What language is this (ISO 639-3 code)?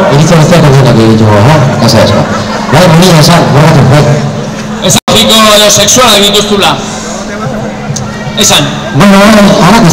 eus